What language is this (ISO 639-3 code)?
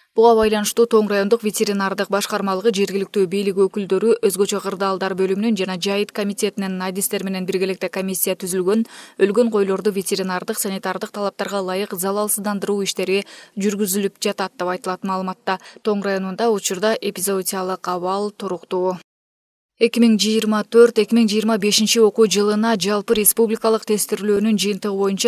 kir